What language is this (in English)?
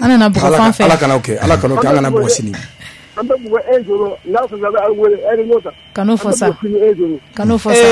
Bambara